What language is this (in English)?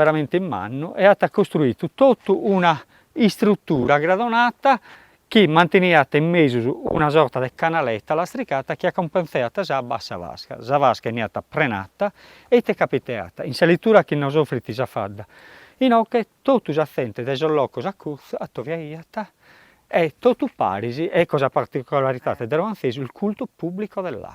Sardinian